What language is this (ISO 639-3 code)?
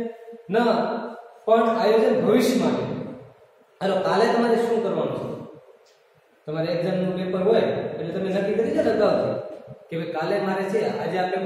guj